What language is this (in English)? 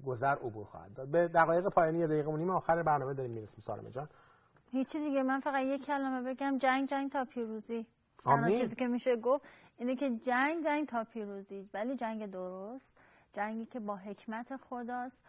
Persian